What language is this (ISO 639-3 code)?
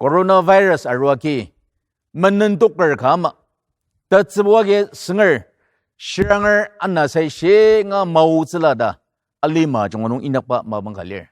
njo